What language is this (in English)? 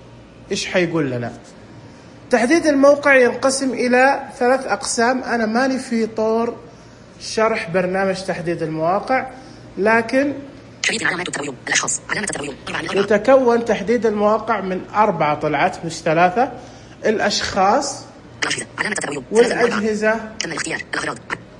Najdi Arabic